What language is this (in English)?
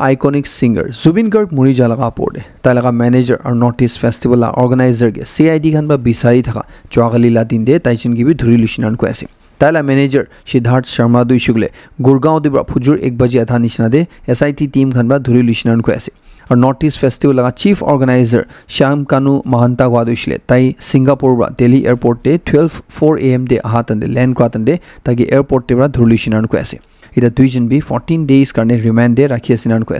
Naga Pidgin